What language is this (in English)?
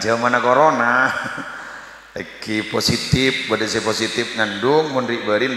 Madurese